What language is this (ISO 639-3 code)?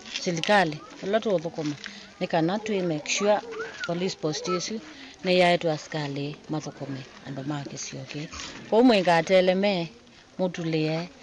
kam